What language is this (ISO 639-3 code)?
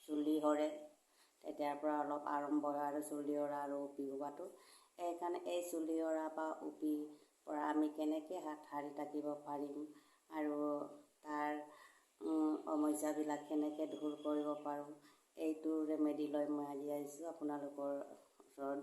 asm